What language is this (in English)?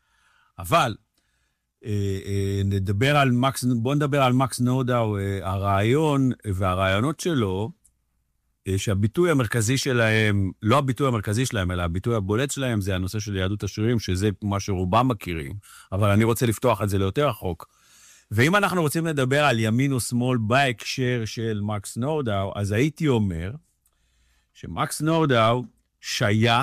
Hebrew